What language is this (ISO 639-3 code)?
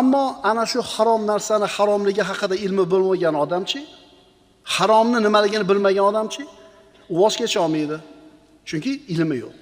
uzb